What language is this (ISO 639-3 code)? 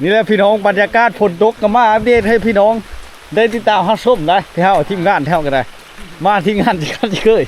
lao